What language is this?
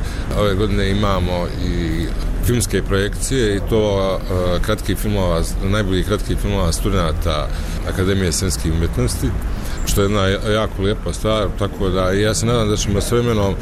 Bosnian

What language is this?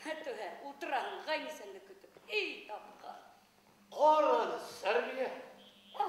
Bashkir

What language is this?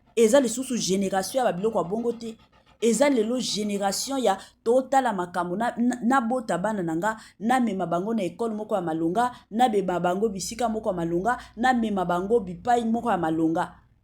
Lingala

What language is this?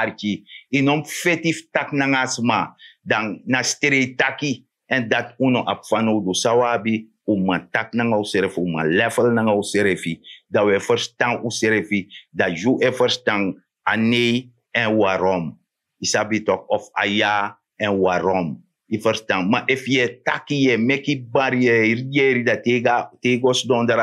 Sranan Tongo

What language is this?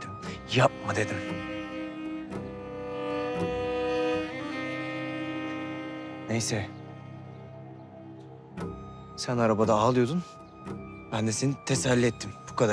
Turkish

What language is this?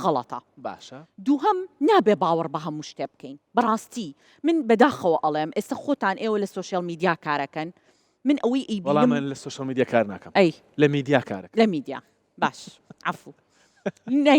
Central Kurdish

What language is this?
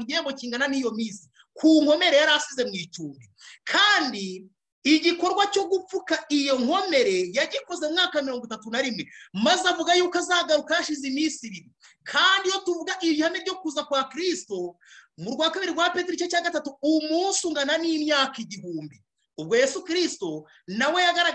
Kinyarwanda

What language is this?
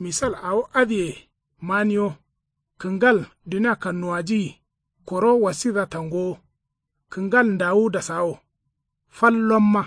Kanuri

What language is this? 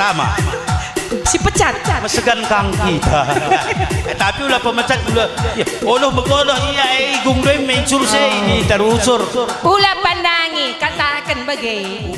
Batak Karo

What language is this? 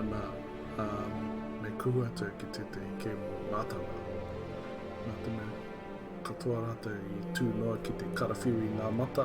Māori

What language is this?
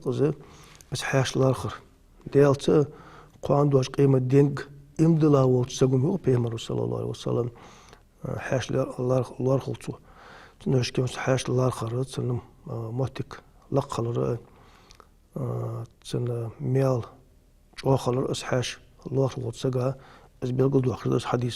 Ingush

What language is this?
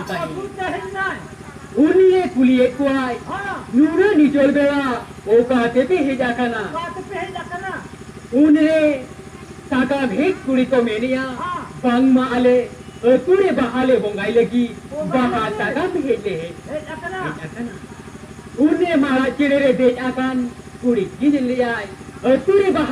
Santali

